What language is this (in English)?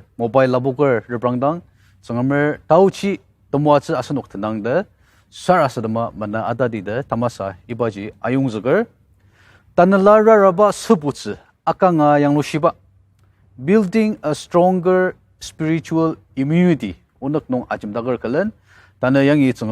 Ao Naga